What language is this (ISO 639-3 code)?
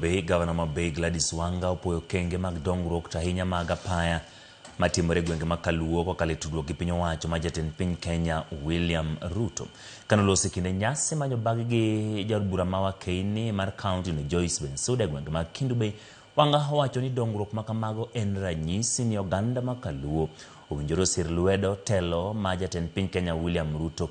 luo